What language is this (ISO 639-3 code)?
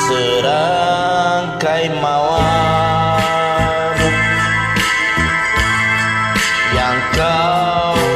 msa